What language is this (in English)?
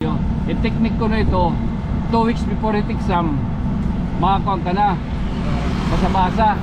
Waray